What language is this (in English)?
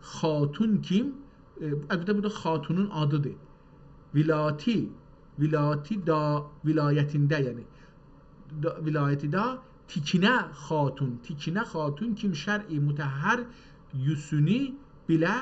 South Azerbaijani